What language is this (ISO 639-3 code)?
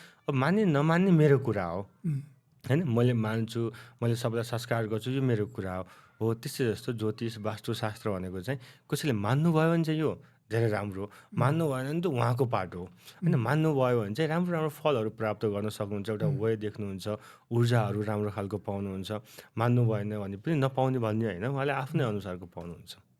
nep